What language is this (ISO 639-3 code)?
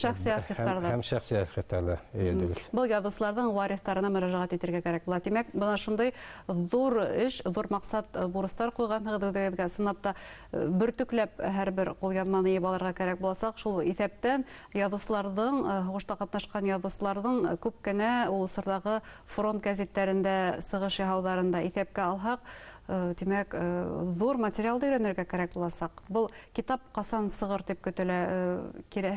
bak